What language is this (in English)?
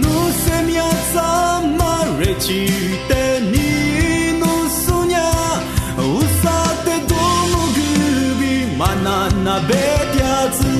Lisu